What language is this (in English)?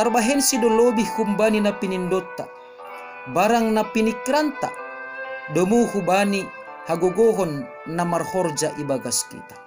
Batak Simalungun